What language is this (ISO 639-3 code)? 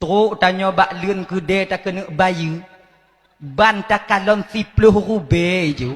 ace